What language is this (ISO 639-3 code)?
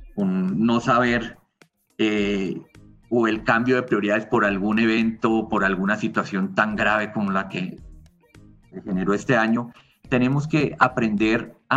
spa